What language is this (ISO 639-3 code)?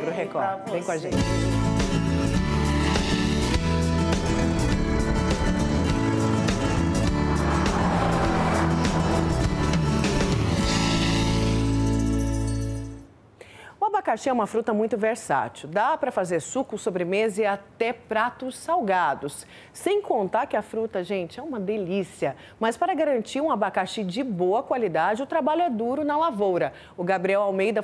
por